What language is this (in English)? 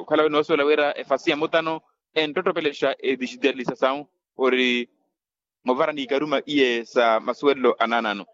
Makhuwa